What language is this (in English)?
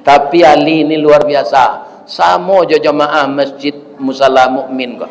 Minangkabau